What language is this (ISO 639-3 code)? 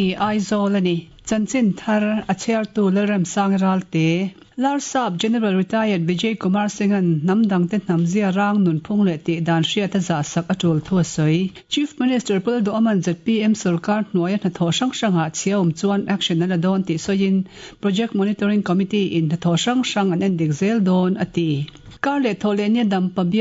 lus